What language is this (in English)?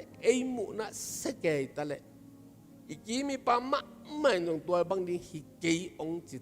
Tedim Chin